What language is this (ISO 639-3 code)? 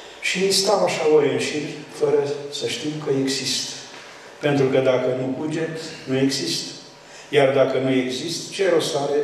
ron